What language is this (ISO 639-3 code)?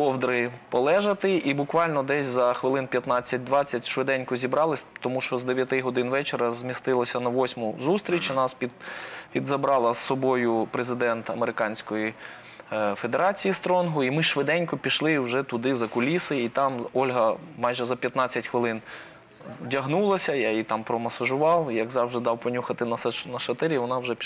ukr